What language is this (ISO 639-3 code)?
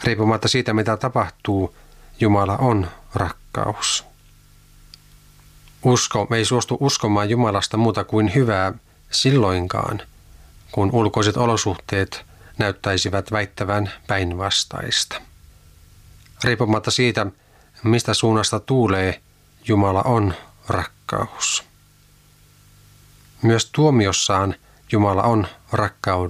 fin